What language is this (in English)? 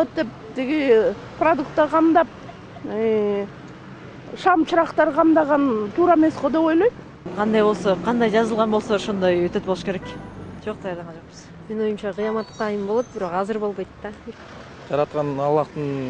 Kyrgyz